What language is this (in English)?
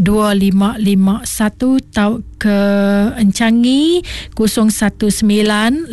Iban